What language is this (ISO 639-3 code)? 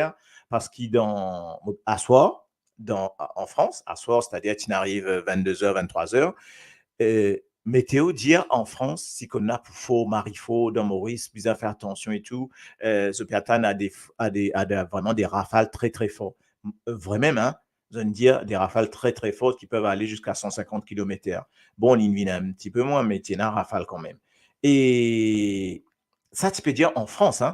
mfe